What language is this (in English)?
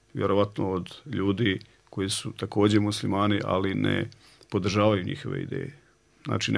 Bosnian